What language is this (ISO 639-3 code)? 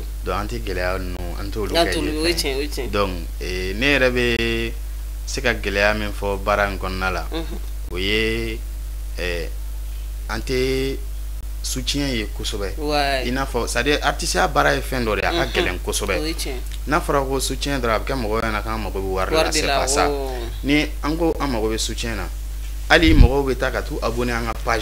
bam